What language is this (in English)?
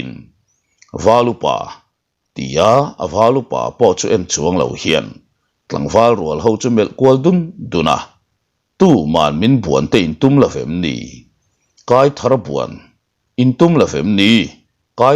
Mizo